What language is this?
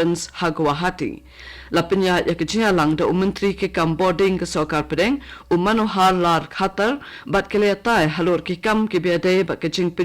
Khasi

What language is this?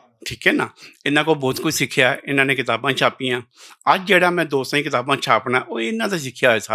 Western Panjabi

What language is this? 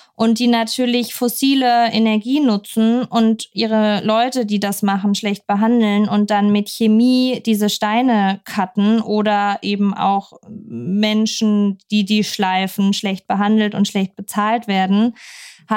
German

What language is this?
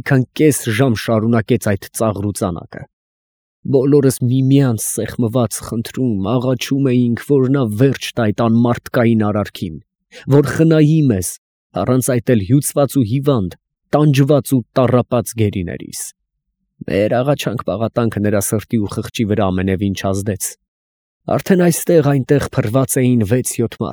Armenian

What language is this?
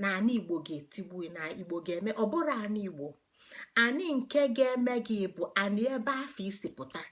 Igbo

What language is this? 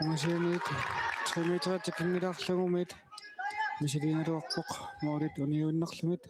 Kalaallisut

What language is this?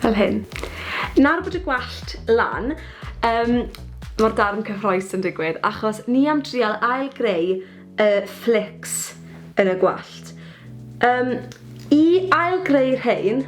Welsh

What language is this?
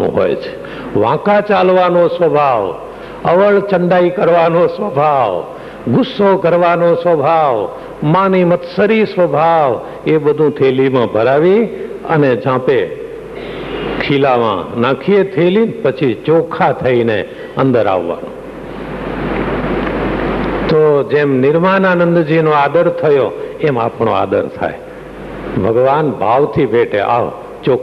Gujarati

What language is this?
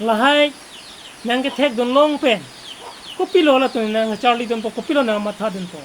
Karbi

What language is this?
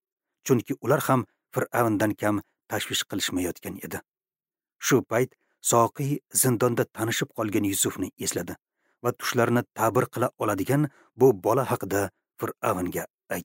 Uzbek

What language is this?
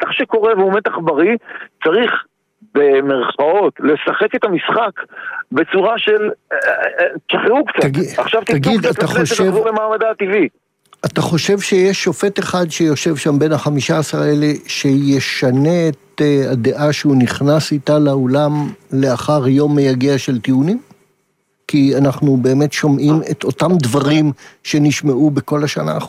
Hebrew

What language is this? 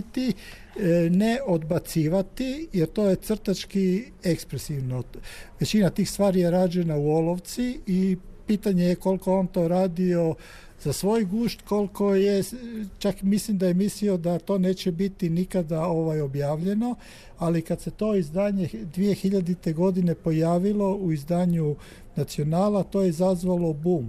Croatian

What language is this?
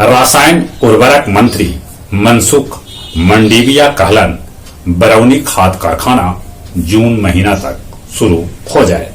Magahi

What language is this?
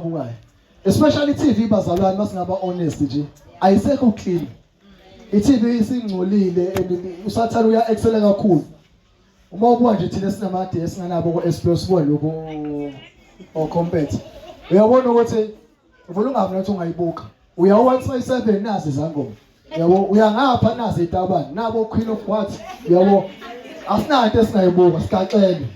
Zulu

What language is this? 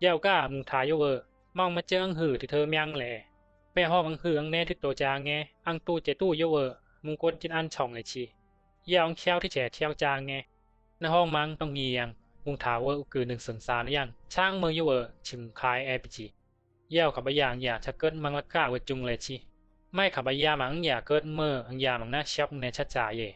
Bisu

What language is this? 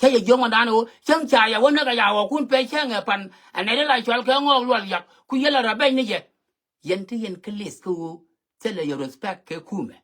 Nuer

